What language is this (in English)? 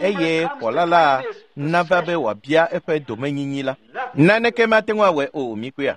Ewe